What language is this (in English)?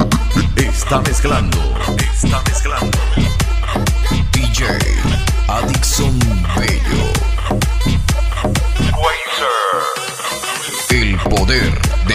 Spanish